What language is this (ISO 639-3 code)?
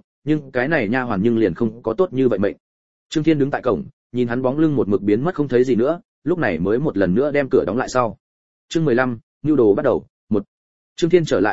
vie